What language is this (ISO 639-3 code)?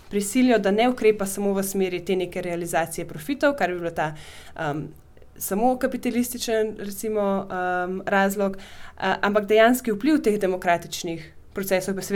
slv